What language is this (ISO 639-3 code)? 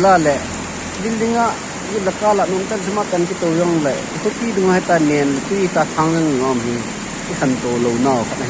pck